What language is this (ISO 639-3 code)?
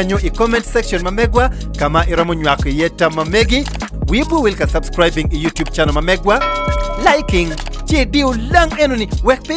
ach